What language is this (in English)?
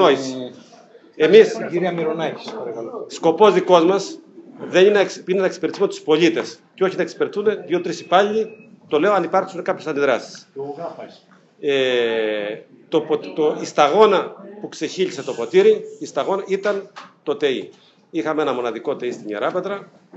Greek